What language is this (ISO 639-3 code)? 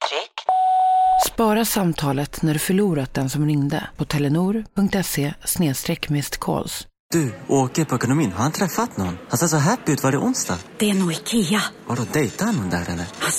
swe